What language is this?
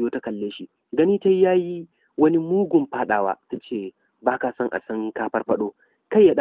Hausa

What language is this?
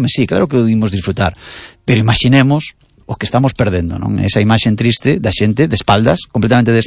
Galician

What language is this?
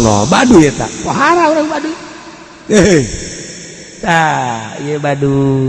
Sundanese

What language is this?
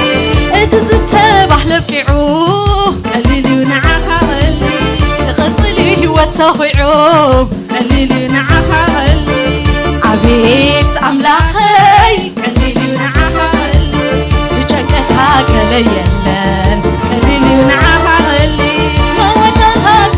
Tigrinya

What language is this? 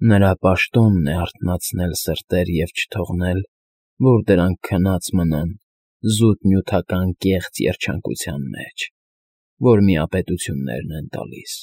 Armenian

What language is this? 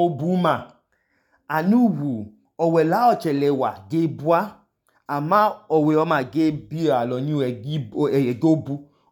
Idoma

